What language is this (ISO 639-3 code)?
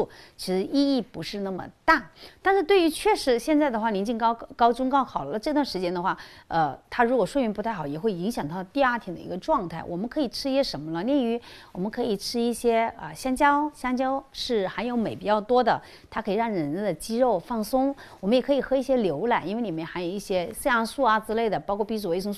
zho